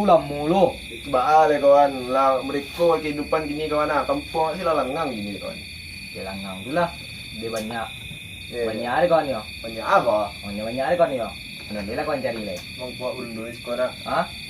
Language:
Minangkabau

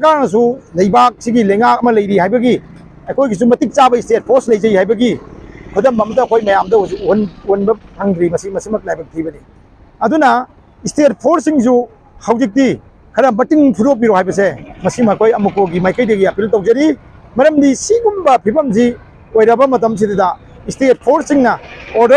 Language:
Manipuri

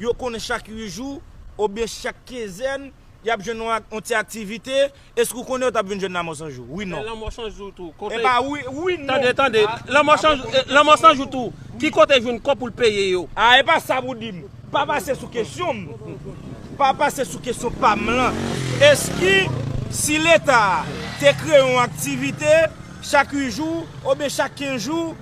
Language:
Haitian Creole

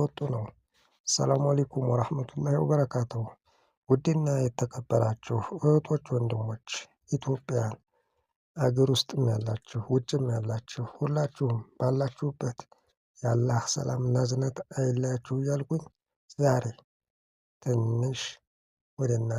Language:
Amharic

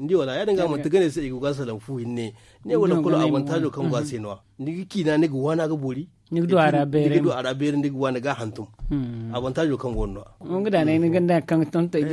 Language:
Zarma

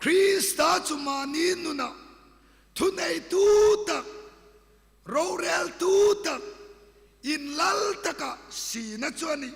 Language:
Hmar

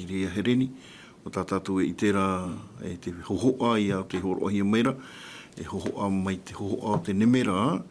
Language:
Tahitian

